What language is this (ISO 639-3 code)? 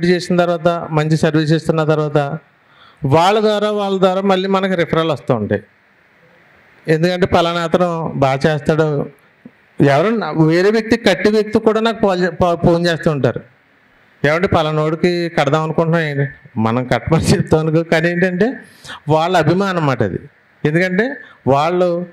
tel